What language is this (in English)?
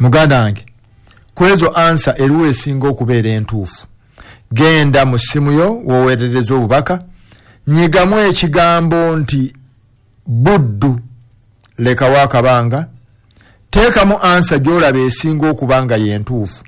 Ganda